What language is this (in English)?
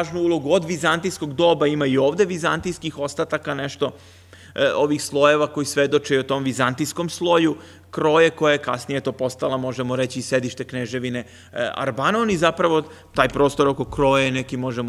Serbian